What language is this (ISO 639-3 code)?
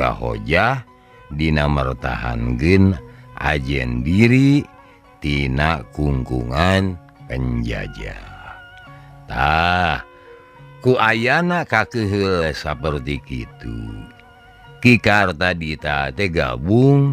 sun